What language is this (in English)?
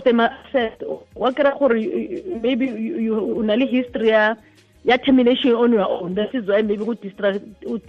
Tswana